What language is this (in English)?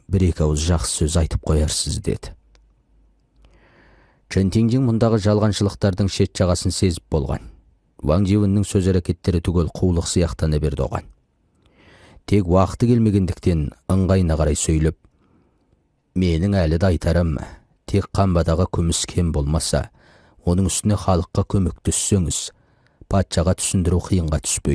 Kazakh